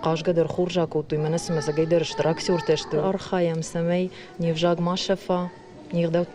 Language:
Ossetic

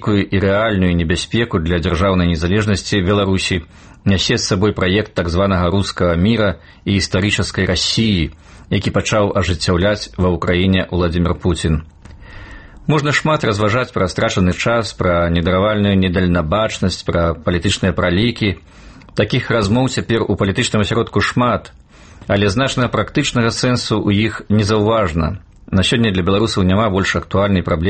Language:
Belarusian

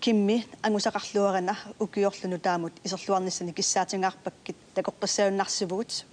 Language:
Kalaallisut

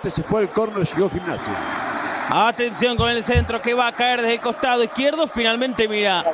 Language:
Spanish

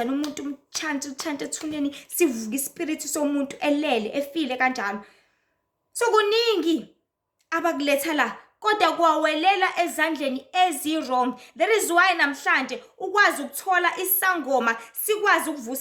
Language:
Zulu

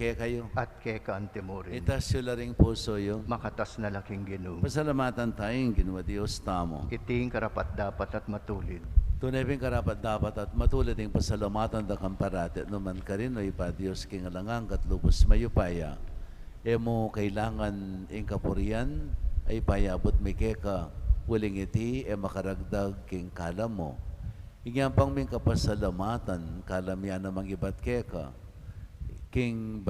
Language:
Pampanga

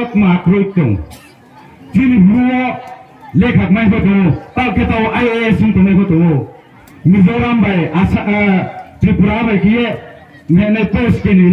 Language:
Riang (India)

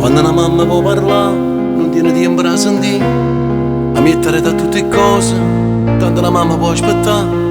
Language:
Neapolitan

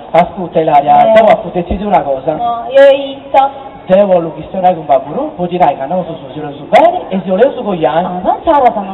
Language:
Sardinian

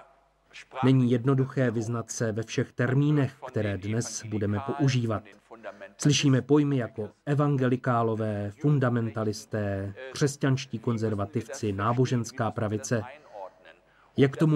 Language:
Czech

